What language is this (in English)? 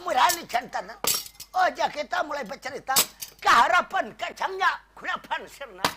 Banjar